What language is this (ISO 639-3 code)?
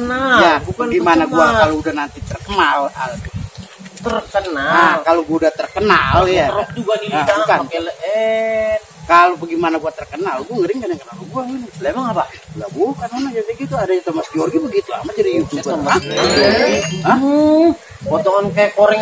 bew